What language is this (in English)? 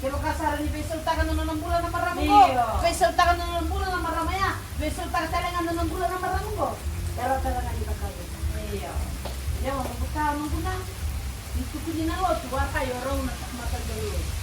Fijian